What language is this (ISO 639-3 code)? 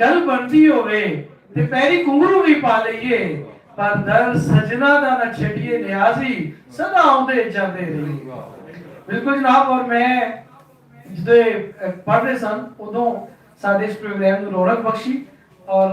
lah